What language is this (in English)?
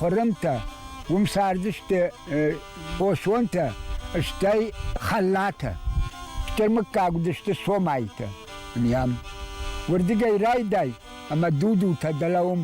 Ossetic